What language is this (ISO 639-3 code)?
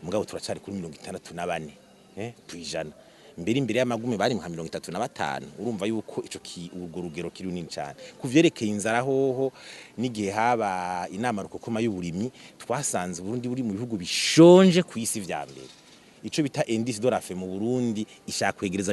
run